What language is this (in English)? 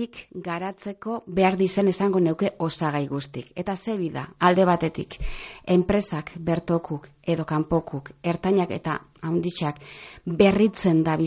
Basque